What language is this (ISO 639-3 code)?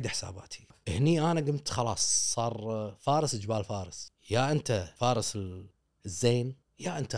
afb